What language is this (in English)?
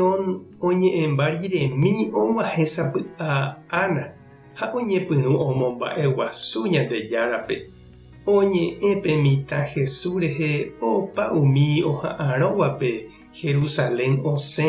Guarani